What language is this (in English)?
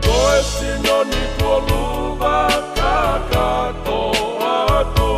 Tongan